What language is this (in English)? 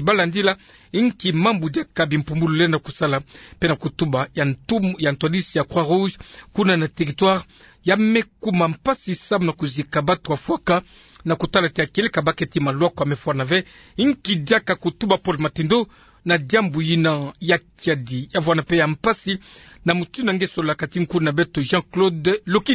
Kituba (Democratic Republic of Congo)